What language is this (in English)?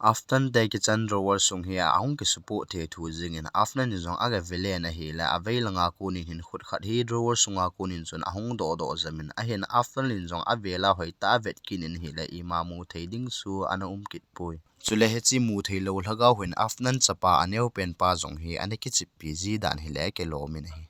Thado Chin